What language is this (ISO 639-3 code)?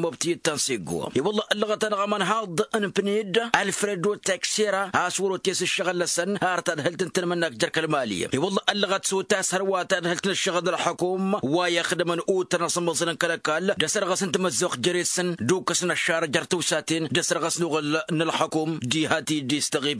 taq